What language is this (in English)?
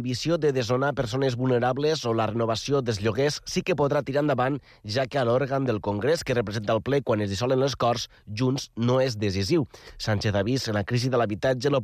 Catalan